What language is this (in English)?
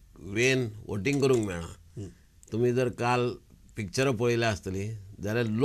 Konkani